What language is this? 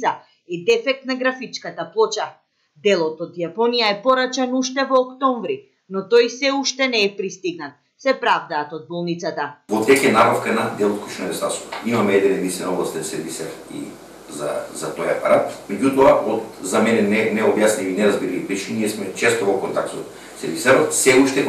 Macedonian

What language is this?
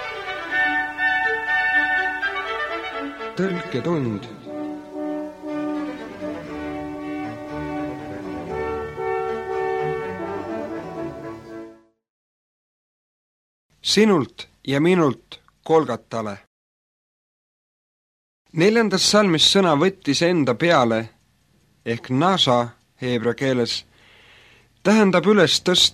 Estonian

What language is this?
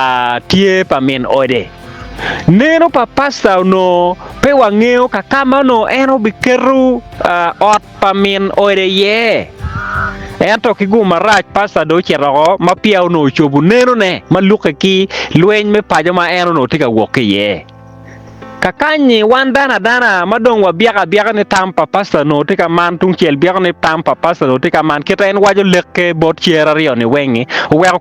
Acoli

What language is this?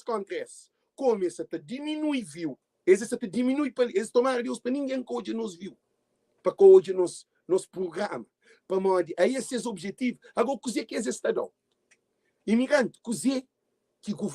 Kabuverdianu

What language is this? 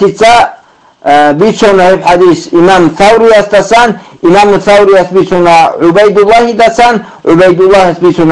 Avaric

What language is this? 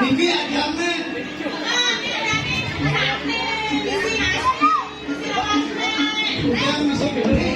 Balinese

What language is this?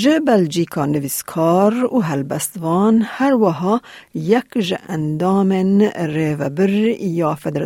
Kurdish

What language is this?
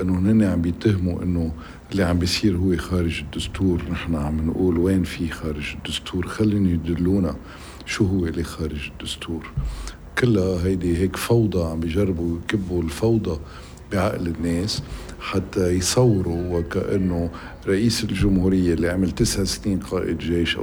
North Levantine Arabic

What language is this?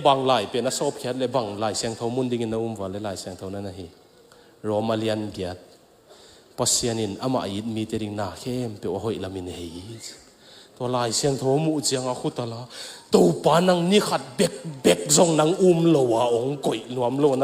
Tedim Chin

